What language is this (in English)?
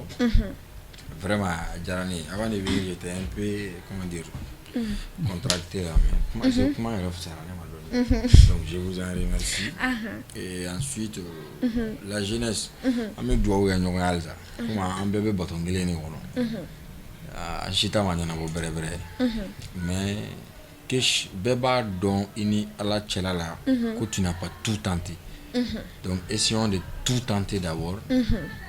Bambara